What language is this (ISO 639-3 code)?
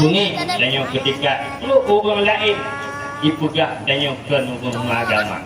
ace